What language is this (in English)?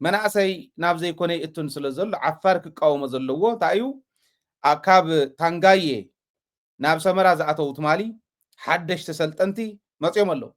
Tigrinya